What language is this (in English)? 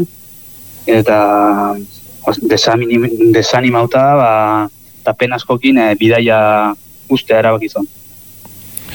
Basque